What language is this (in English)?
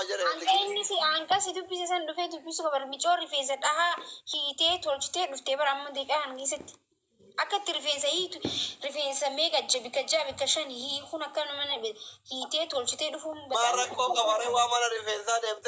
Oromo